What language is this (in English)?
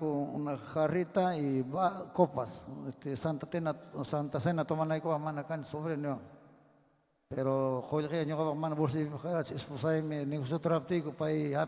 Ayacucho Quechua